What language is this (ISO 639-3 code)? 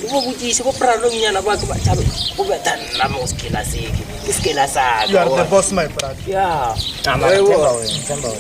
nso